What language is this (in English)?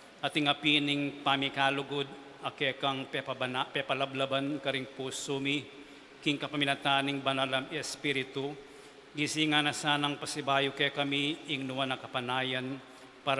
Pampanga